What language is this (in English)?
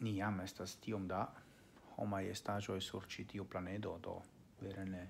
Esperanto